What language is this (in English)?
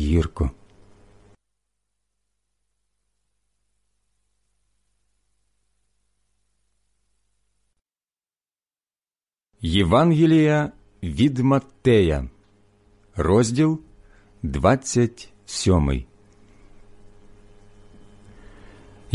Ukrainian